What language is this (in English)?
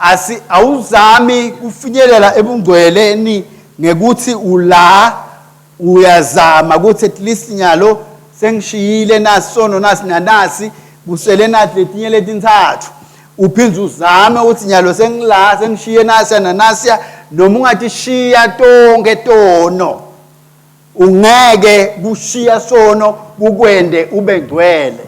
Swati